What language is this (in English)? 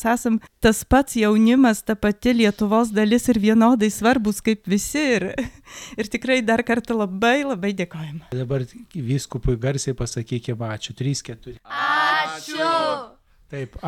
Lithuanian